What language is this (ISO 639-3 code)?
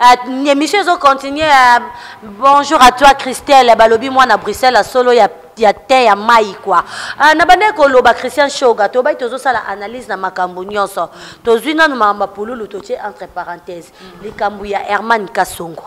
lin